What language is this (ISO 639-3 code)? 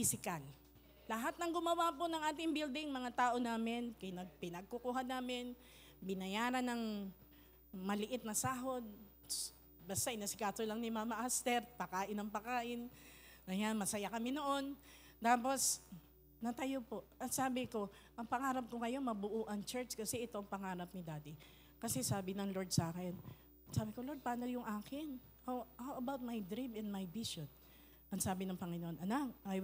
fil